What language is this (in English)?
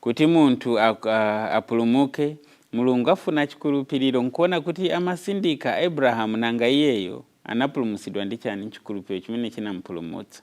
Nyanja